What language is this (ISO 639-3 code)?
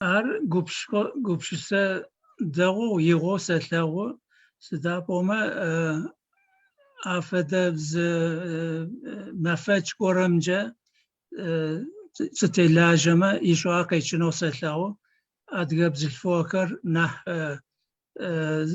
ady